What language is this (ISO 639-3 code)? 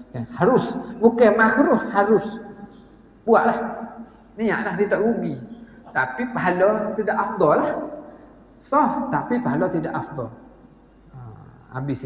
msa